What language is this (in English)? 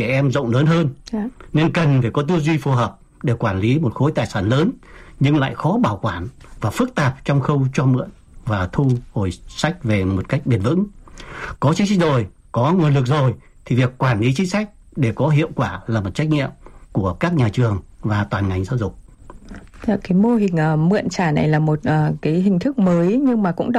Vietnamese